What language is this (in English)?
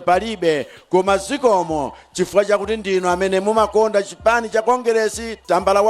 Nyanja